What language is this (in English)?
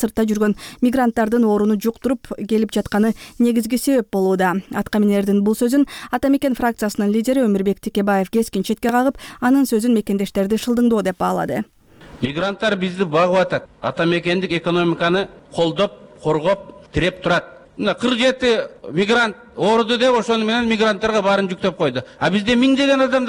Kyrgyz